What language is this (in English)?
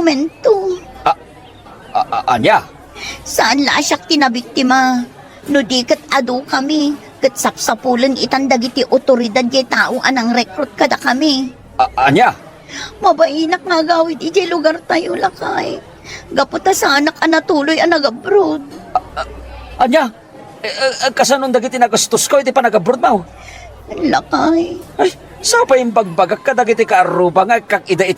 Iloko